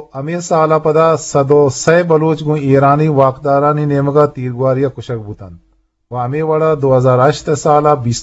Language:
Eastern Balochi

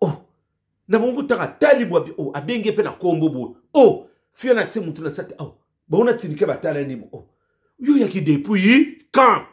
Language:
Lingala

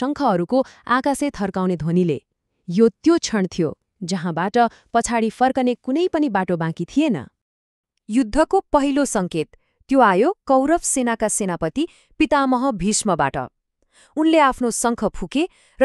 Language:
Nepali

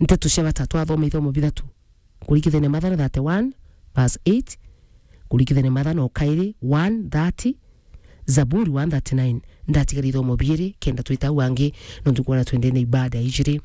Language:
Meru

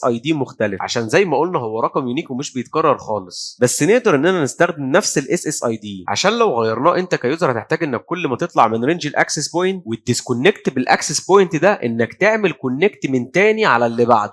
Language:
Egyptian Arabic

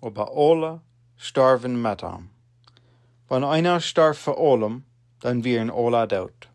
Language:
Plautdietsch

